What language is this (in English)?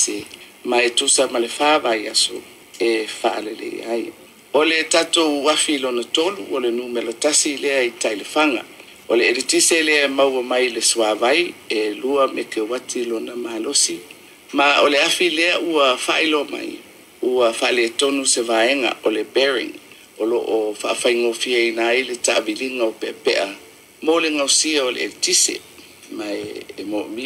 Samoan